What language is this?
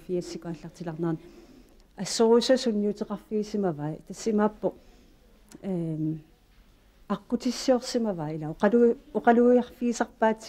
Kalaallisut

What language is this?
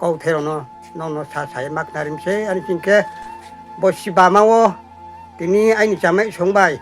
Riang (India)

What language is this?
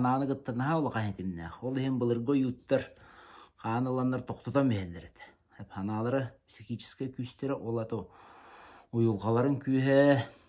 Yakut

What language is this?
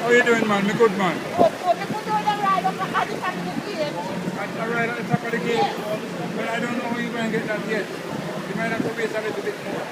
Jamaican Creole English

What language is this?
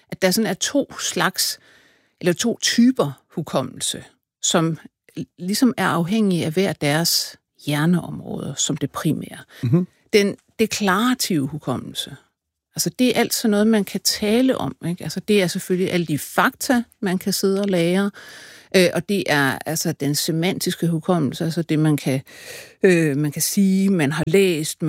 Danish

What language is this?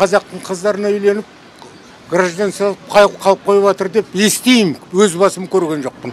Kazakh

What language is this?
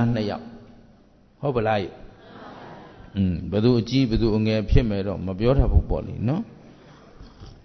Burmese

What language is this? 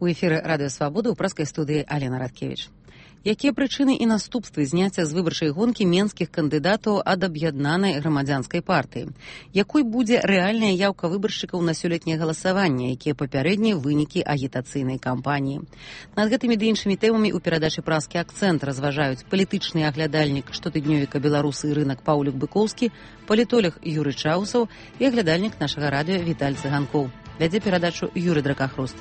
Belarusian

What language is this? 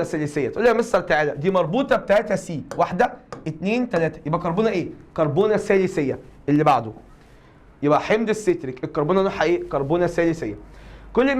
Egyptian Arabic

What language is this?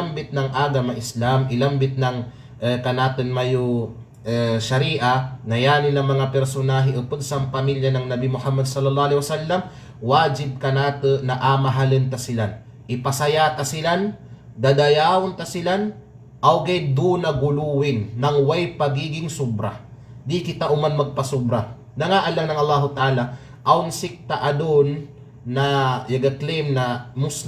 Kalagan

